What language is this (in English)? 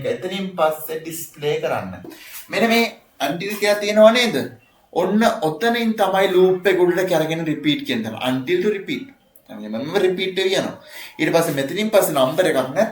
Sinhala